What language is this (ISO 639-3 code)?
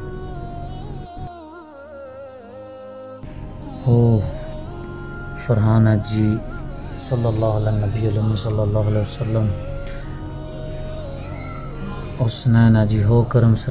urd